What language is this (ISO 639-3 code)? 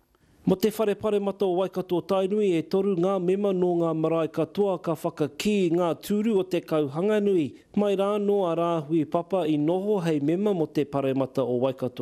mri